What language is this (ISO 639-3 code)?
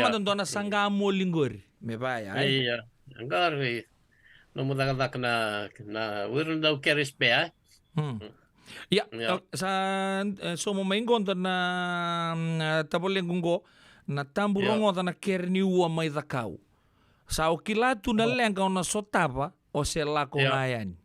fij